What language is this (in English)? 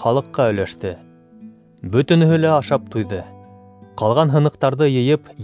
Bashkir